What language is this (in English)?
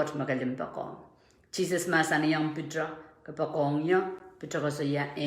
Pohnpeian